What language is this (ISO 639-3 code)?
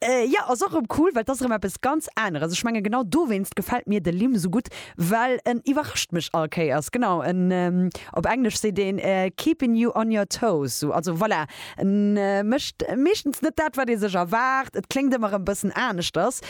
ltz